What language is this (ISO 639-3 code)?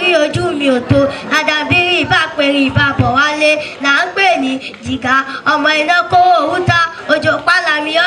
yor